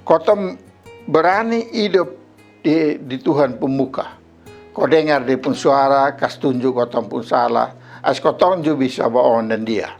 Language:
Kupang Malay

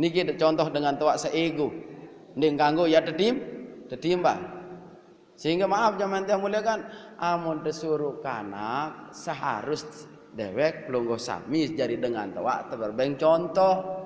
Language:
Sasak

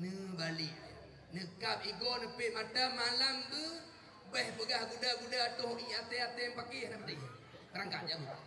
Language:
Achinese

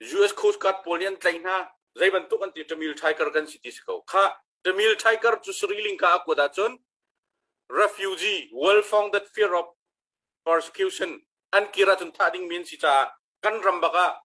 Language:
Hakha Chin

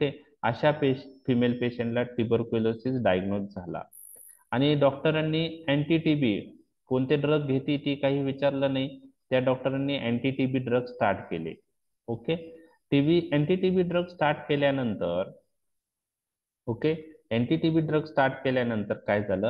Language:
Marathi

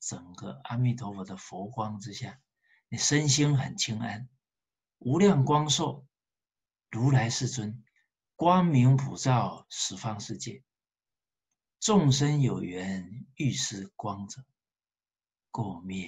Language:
Chinese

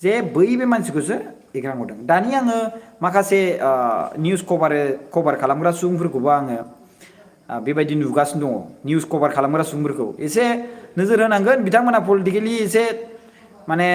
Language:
Bodo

